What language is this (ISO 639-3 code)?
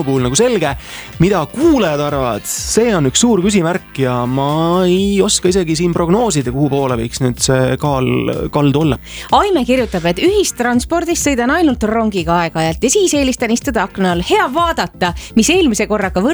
est